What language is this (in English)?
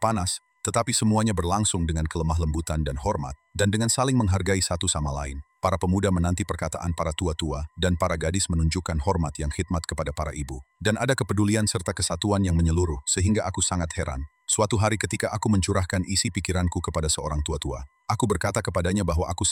Indonesian